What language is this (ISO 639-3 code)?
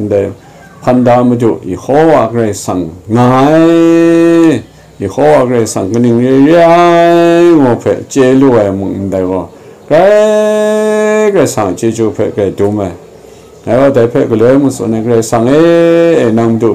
kac